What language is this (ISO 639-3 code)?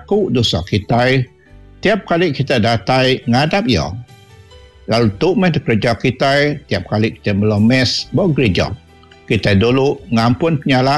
iba